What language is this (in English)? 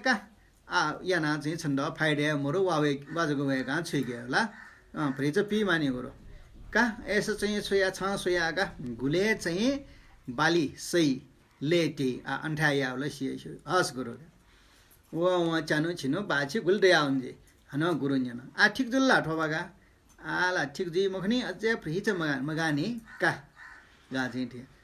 Newari